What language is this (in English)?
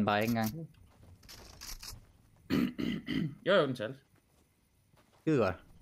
Danish